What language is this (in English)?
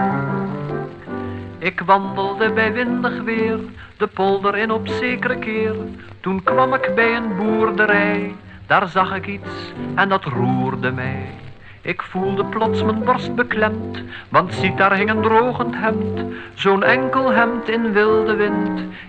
Dutch